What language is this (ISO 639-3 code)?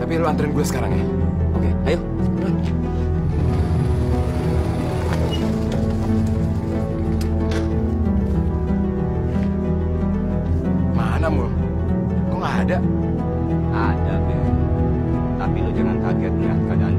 ind